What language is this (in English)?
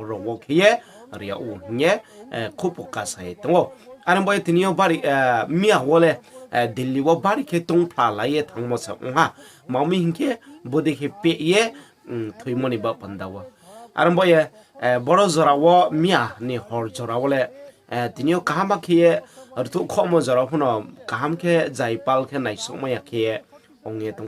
Riang (India)